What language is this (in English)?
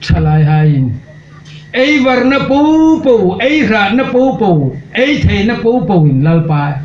Hmar